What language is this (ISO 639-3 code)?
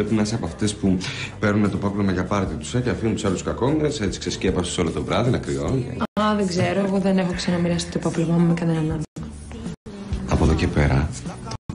ell